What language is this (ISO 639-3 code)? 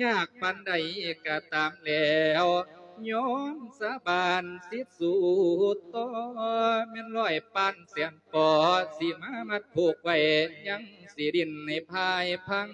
lao